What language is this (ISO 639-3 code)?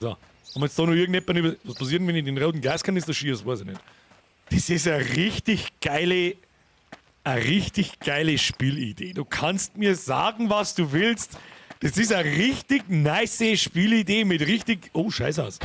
bar